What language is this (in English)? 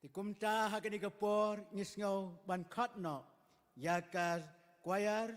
Khasi